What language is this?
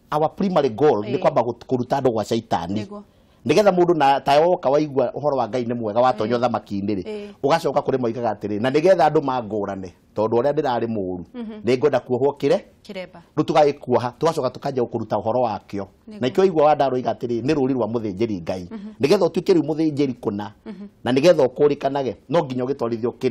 Kikuyu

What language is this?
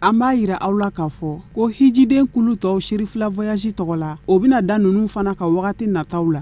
Bambara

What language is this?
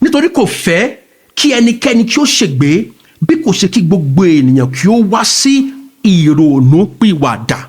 Yoruba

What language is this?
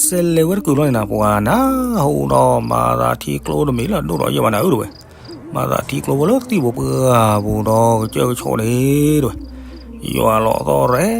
S'gaw Karen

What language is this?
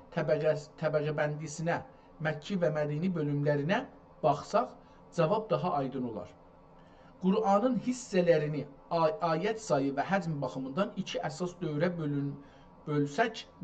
South Azerbaijani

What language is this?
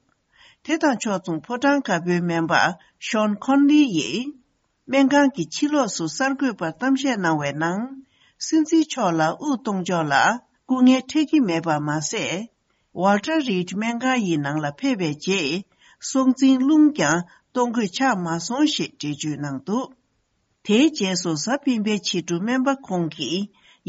Tibetan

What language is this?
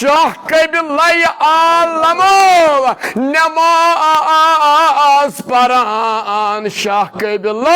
Kashmiri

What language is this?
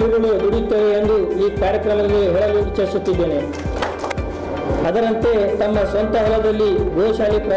Kannada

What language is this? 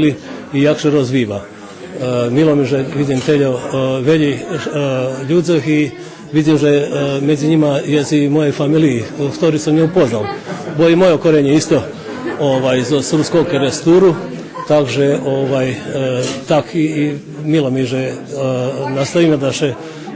Rusyn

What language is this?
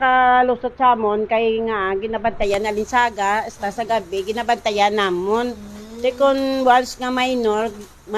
Hiligaynon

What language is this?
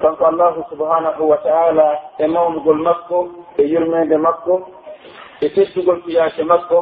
Pular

